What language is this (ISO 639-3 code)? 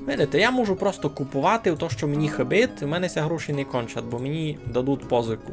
rue